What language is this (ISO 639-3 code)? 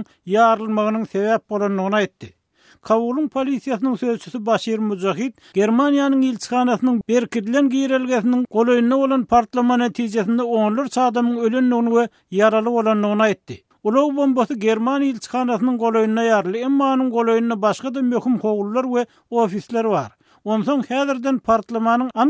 tuk